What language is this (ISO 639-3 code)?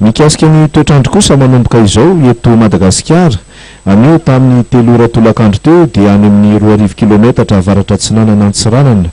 mlg